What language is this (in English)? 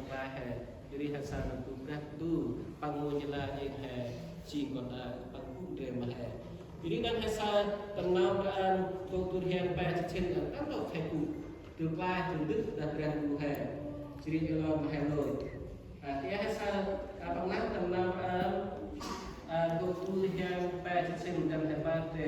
Central Mnong